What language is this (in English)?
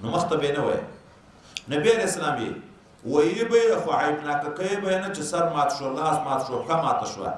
Pashto